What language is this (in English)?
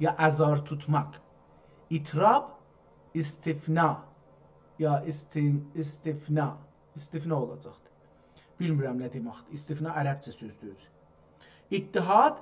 South Azerbaijani